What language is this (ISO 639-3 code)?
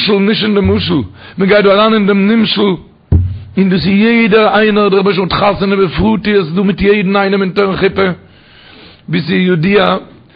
yid